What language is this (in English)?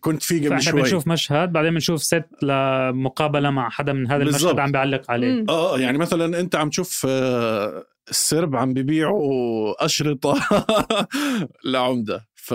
North Levantine Arabic